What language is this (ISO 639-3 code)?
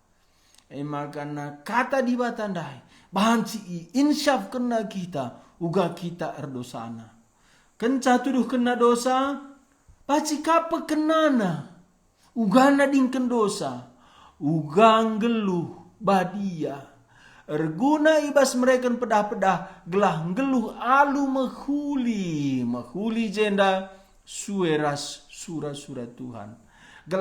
btx